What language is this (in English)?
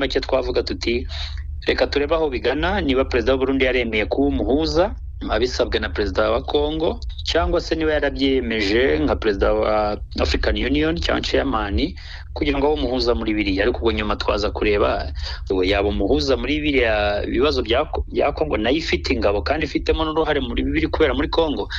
Kinyarwanda